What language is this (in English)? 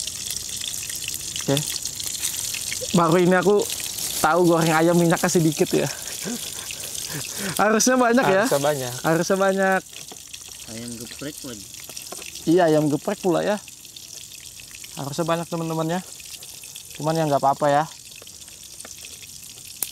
Indonesian